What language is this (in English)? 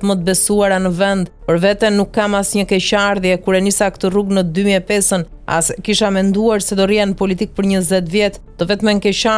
Albanian